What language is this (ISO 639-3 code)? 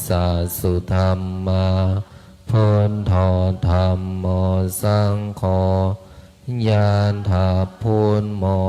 pli